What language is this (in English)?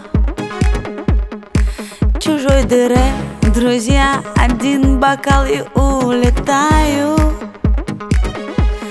Russian